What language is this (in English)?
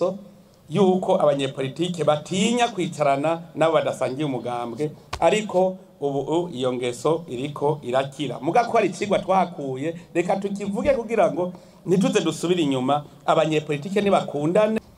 Rundi